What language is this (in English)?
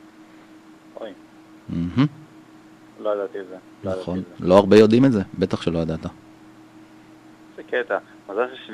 Hebrew